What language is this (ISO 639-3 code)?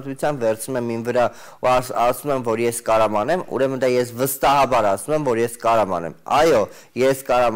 hye